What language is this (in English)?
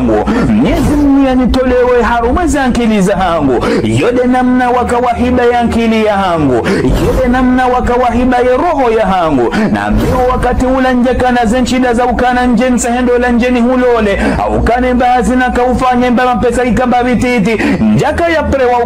Ngazidja Comorian